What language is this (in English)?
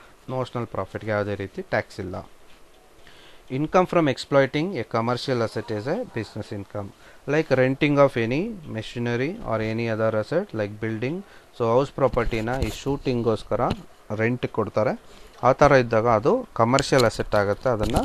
Kannada